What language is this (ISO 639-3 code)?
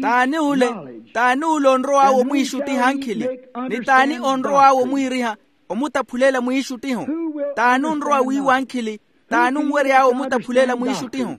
vmw